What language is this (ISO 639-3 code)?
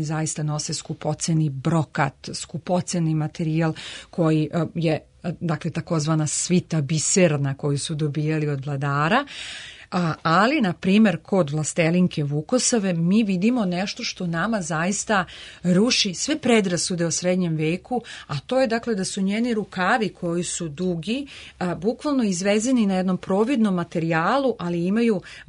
srp